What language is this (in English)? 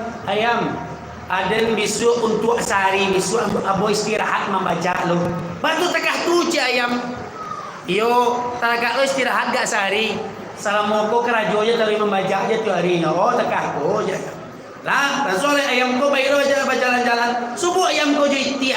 Minangkabau